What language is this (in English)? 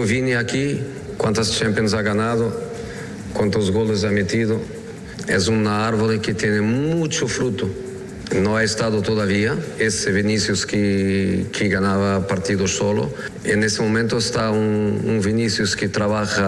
Spanish